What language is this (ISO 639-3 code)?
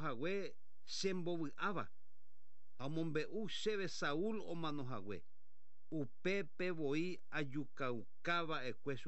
grn